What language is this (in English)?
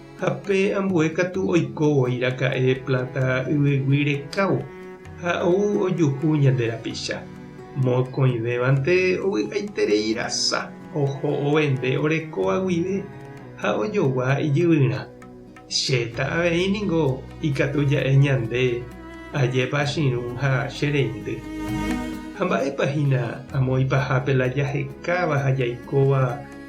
Guarani